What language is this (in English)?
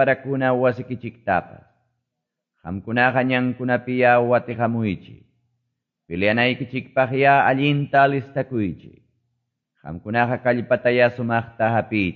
Quechua